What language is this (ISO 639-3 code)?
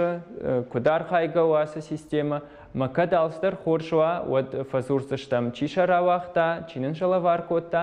oss